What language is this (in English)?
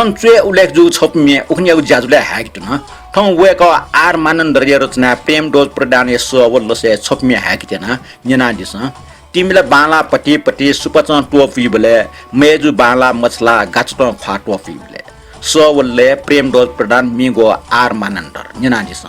Newari